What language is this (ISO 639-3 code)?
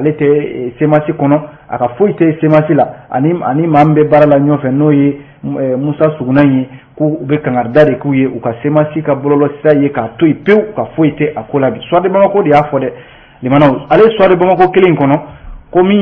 bam